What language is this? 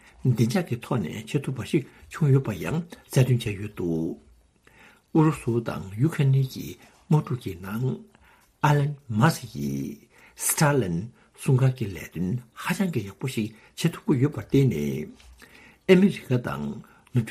Tibetan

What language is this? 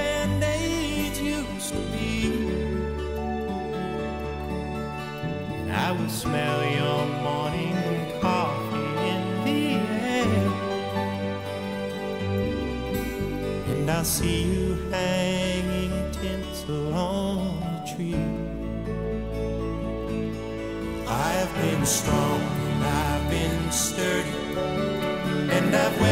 English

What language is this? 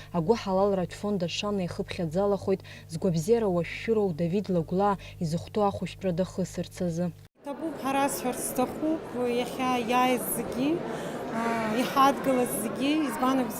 Abkhazian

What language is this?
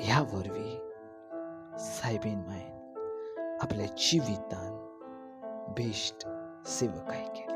Konkani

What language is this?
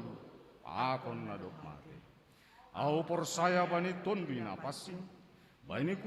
Batak Simalungun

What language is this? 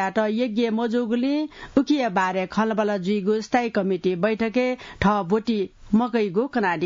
Newari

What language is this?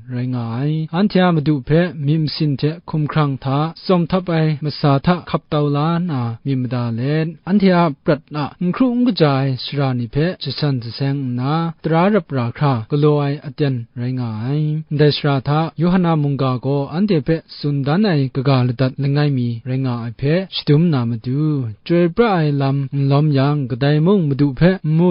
Kachin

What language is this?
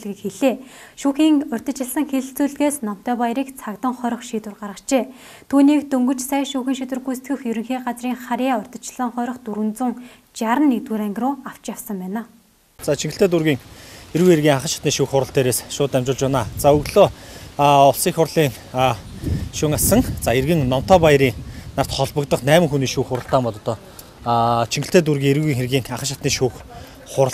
Mongolian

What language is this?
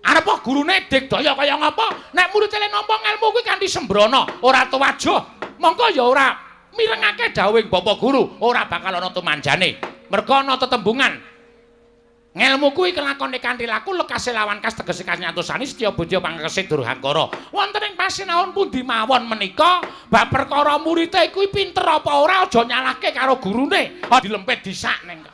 Javanese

